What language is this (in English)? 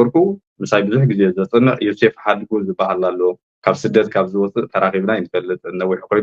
Tigrinya